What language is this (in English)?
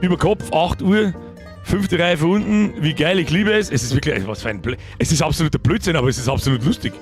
Bavarian